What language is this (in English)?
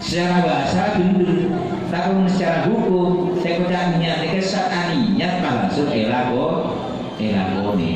Madurese